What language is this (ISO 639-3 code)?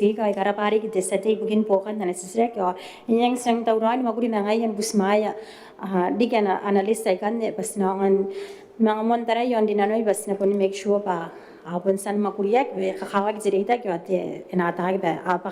gil